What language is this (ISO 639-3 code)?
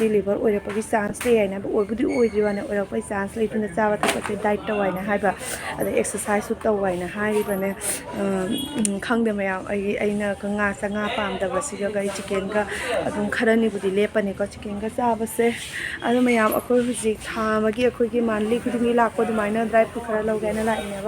mni